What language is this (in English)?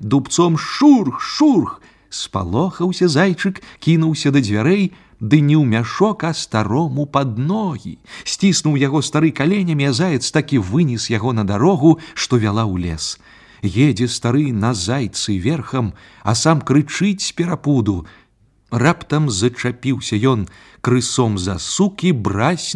Belarusian